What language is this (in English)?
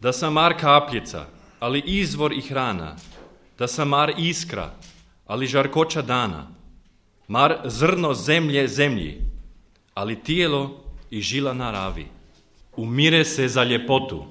Croatian